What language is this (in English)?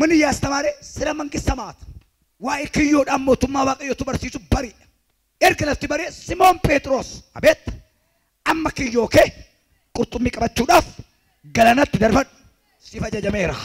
Oromo